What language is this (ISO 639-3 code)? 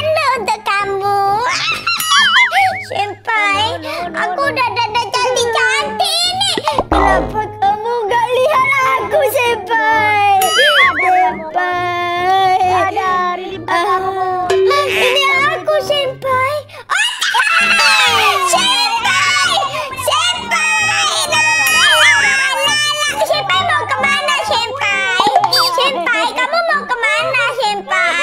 ind